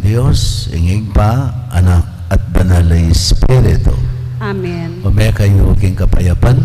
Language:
Pampanga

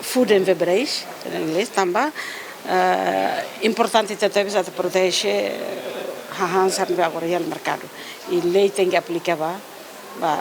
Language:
Tetum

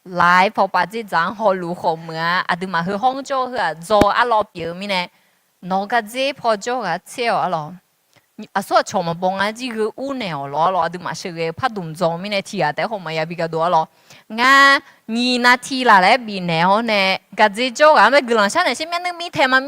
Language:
Akha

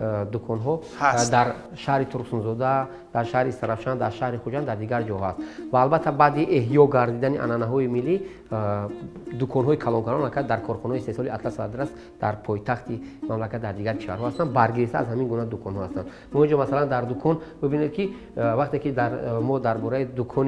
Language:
Tajik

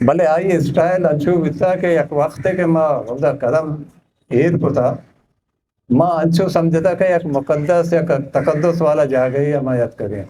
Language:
Eastern Balochi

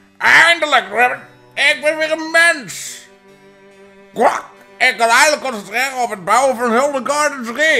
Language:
Dutch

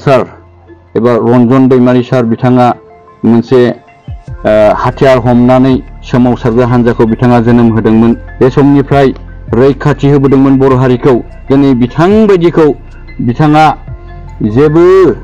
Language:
Bodo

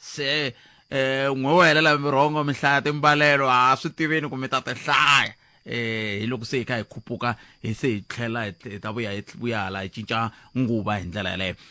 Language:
Tsonga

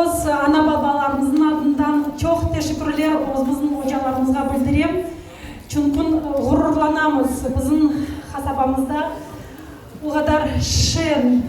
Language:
Crimean Tatar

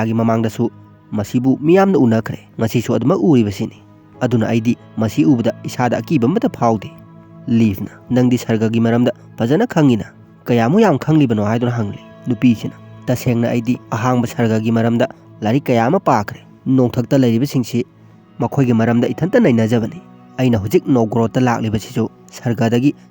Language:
Manipuri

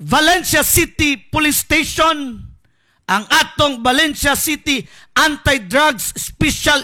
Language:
Cebuano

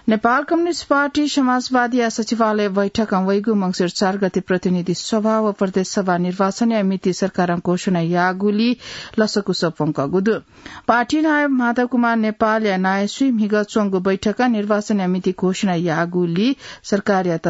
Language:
Newari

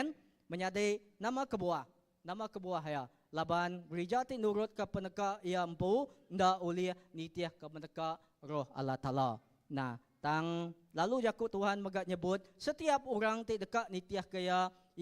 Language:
Iban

